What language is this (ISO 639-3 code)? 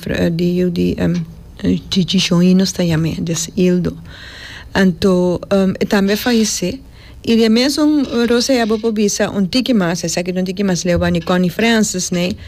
pap